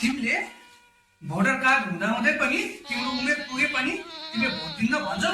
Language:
Nepali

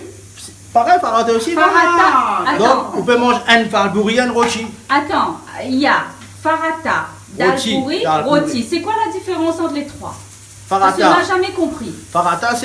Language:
Réunion Creole French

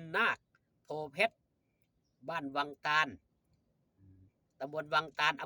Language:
Northeastern Thai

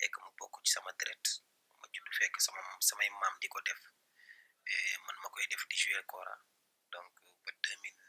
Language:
Wolof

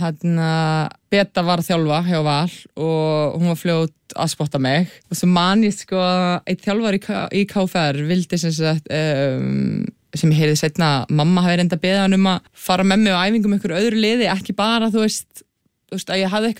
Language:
Icelandic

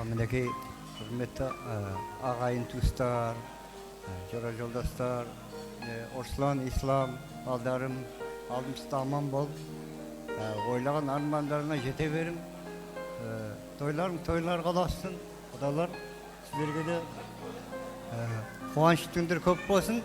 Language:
Kara-Kalpak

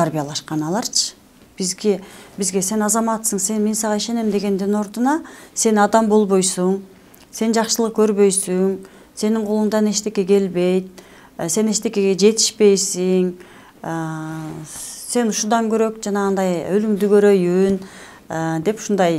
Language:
Kyrgyz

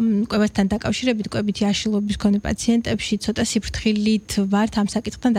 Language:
Georgian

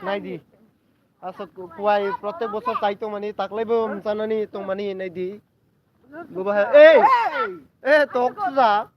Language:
Kok Borok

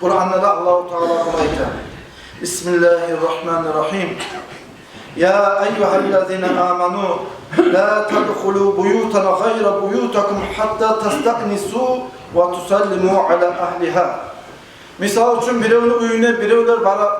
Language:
Kumyk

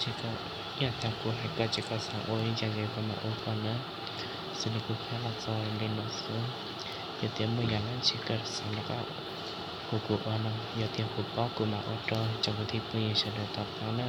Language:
Hmong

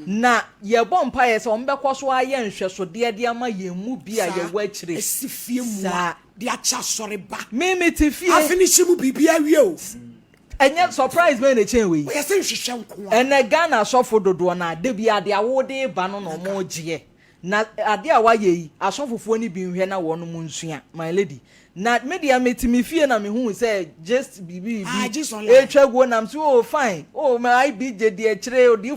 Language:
Akan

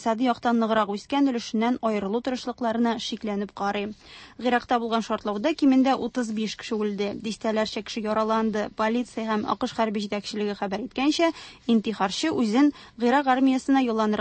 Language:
Tatar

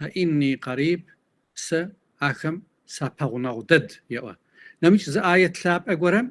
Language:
Kabardian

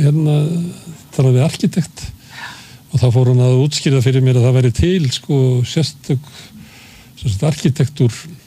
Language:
Icelandic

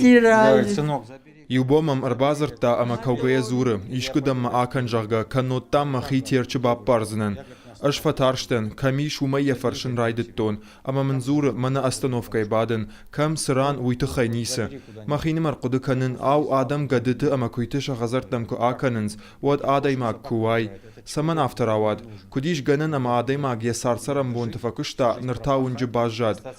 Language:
Ossetic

